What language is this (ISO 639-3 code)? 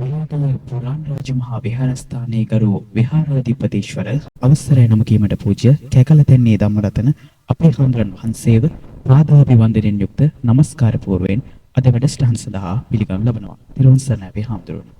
sin